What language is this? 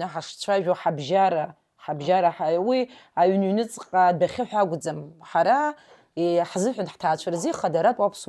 Abkhazian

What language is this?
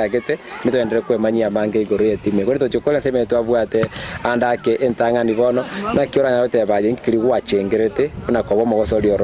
Gusii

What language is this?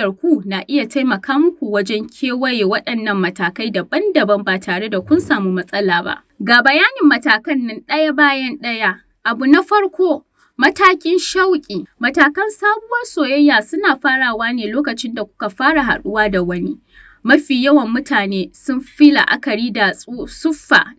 Hausa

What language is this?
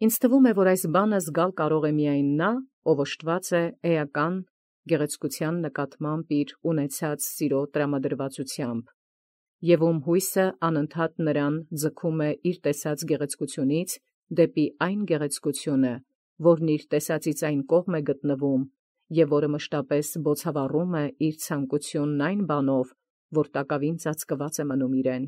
Armenian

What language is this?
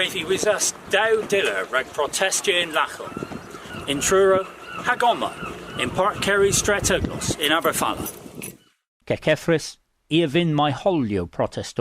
Cornish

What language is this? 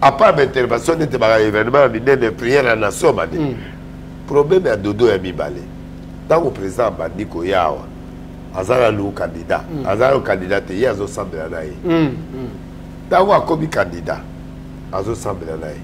Lingala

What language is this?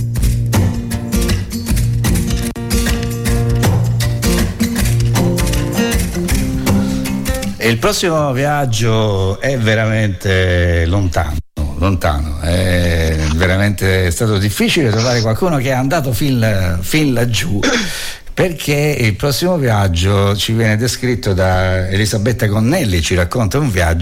Italian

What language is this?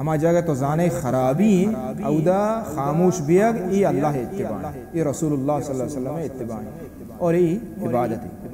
Baluchi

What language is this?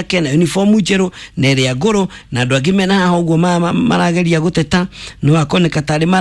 Kikuyu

